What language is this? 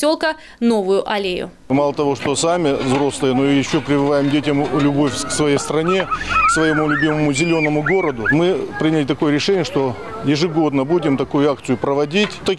Russian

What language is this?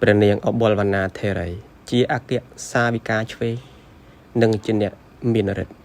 Khmer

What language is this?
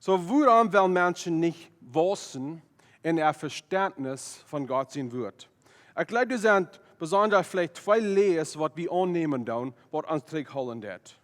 Plautdietsch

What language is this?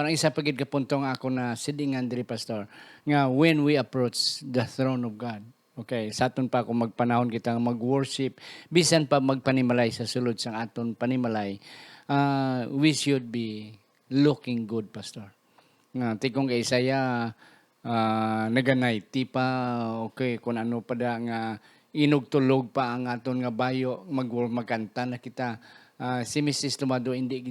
Hiligaynon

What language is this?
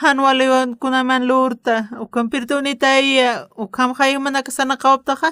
Aymara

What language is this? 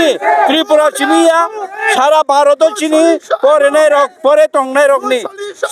Kok Borok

